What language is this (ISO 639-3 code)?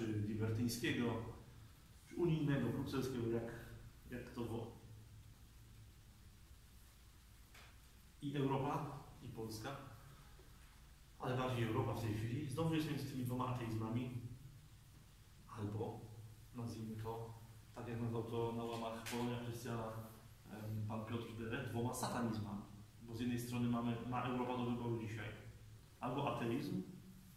pol